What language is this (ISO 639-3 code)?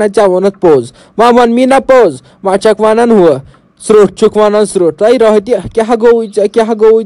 kas